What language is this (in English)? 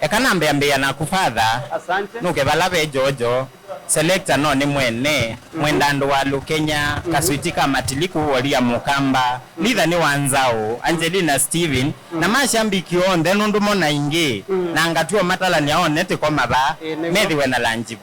Kamba